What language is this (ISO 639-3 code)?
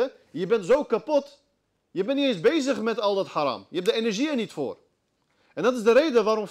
nld